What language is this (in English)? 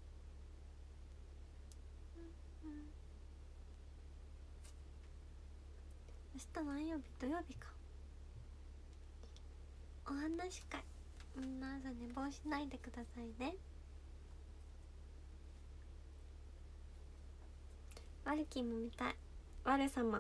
Japanese